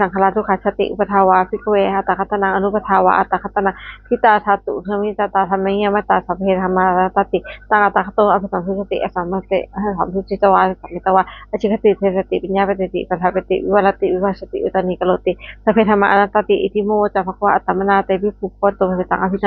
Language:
Pali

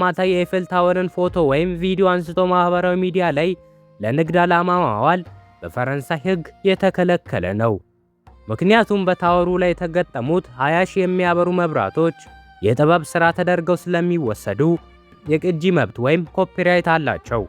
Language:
Amharic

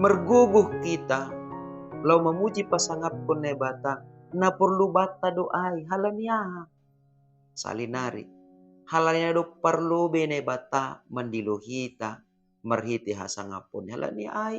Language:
Batak Simalungun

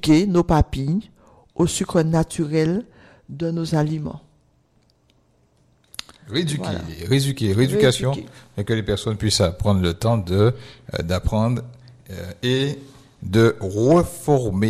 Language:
French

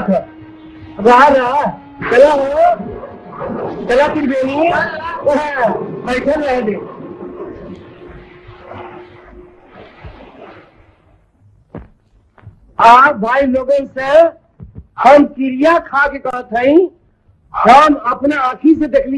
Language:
Bhojpuri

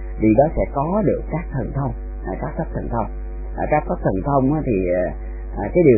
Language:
Vietnamese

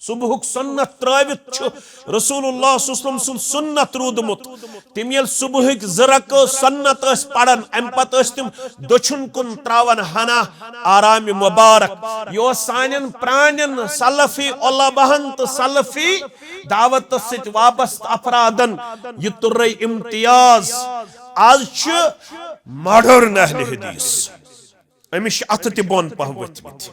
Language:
Kashmiri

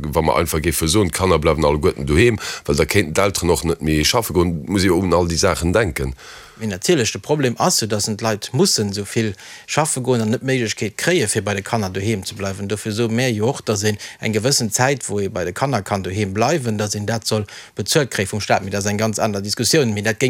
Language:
Luxembourgish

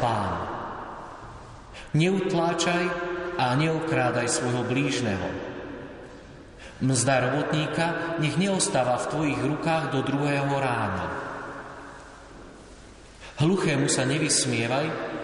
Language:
Slovak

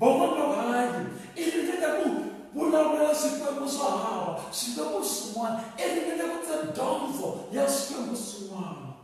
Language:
Tsonga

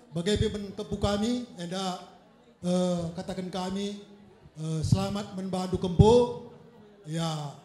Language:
Batak Karo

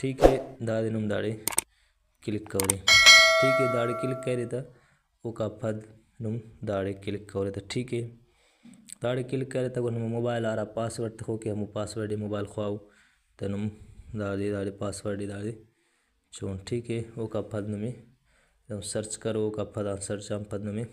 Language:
Brahui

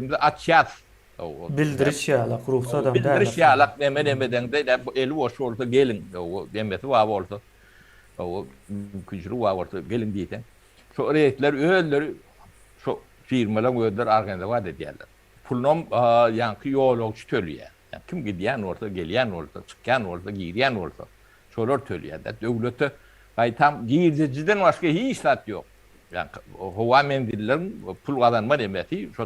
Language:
Turkmen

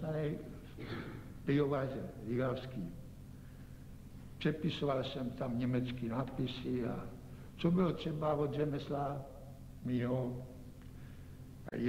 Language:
Czech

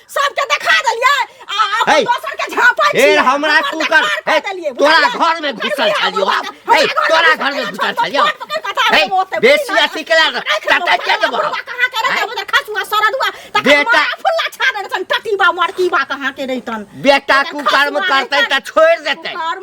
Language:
Maithili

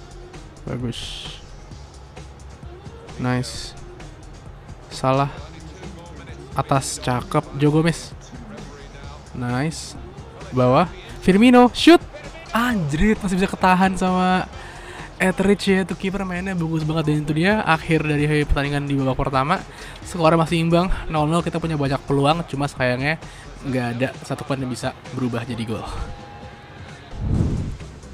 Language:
Indonesian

